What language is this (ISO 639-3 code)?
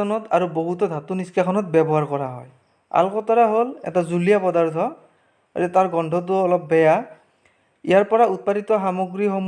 asm